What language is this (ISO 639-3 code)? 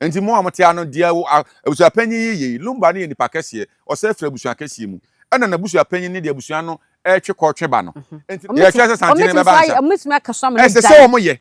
aka